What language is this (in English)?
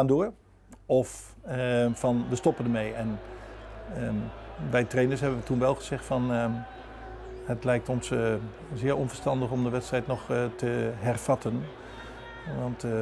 Dutch